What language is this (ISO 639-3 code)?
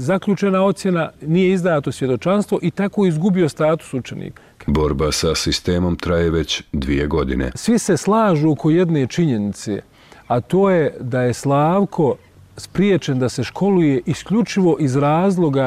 bos